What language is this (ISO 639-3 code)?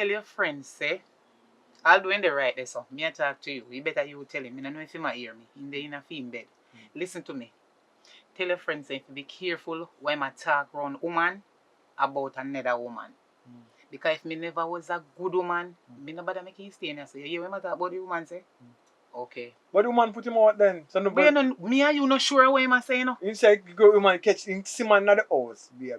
jam